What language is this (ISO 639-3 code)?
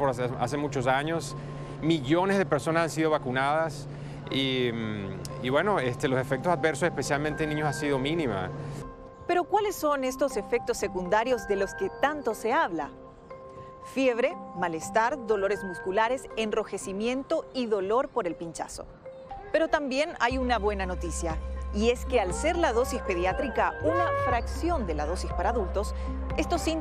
spa